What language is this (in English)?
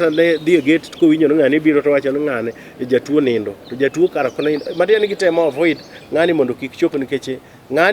Luo (Kenya and Tanzania)